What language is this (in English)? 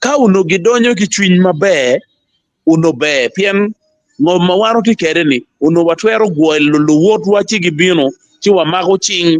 Acoli